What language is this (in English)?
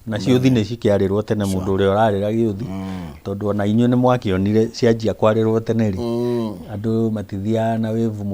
Kikuyu